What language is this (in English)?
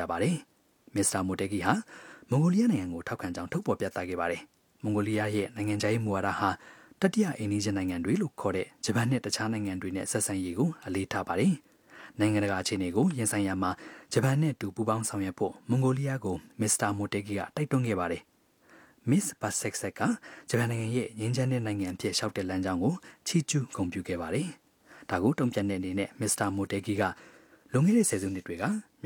Burmese